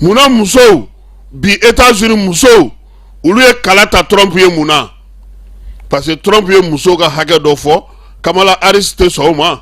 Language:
Bambara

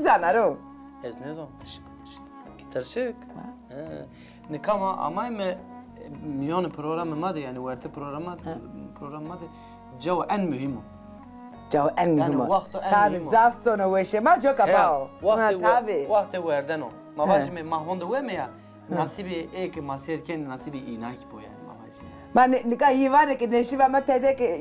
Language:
Zaza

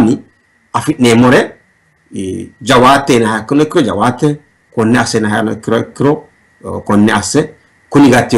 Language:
Sidamo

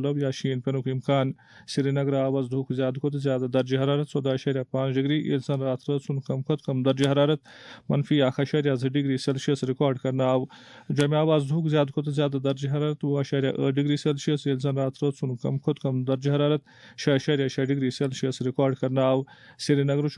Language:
Kashmiri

